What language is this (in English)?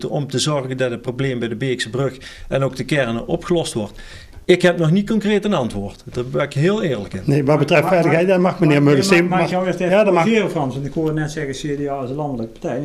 Dutch